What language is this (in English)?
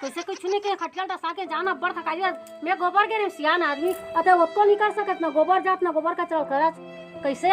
Chhattisgarhi